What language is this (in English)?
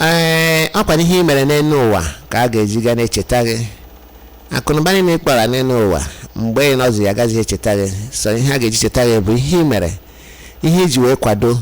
Igbo